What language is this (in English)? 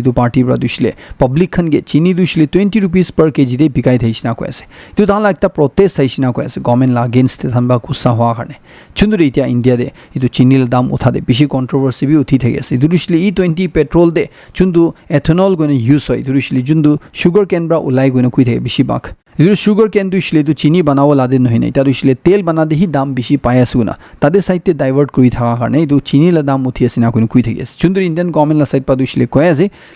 Naga Pidgin